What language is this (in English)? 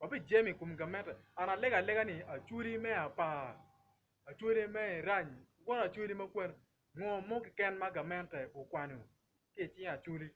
Acoli